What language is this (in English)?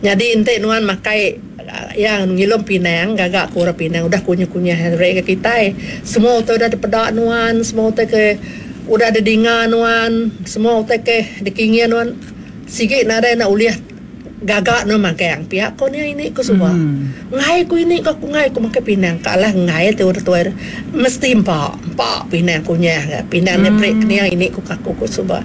Iban